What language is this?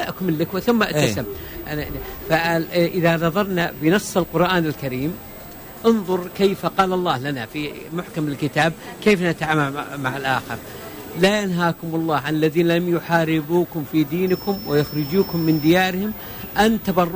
Tunisian Arabic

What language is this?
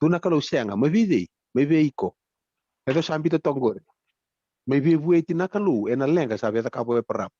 Fijian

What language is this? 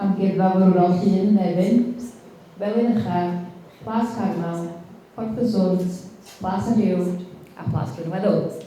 Welsh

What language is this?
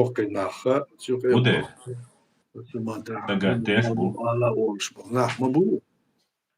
Chechen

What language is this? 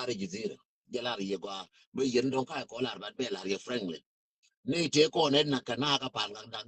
Nuer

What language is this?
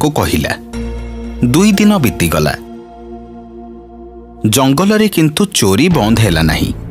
Odia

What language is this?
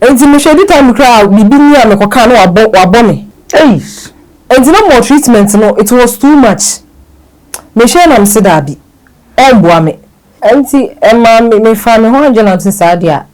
Akan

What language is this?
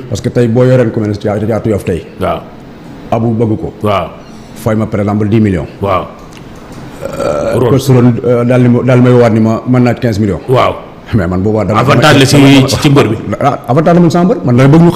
Wolof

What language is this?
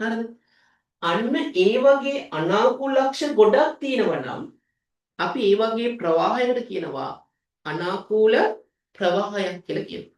Sinhala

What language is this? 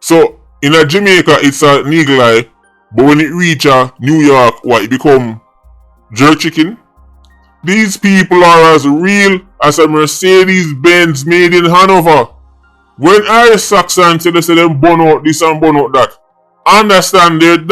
Jamaican Creole English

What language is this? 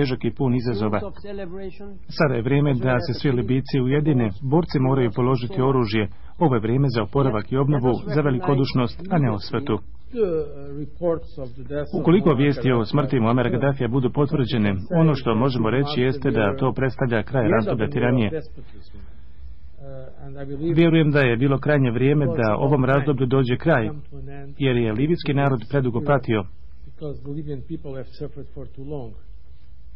Bosnian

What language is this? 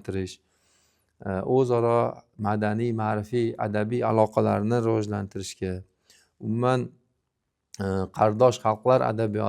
Uzbek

